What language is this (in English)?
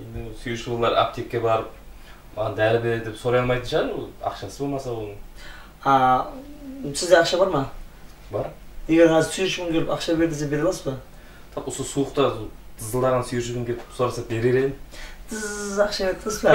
Kara-Kalpak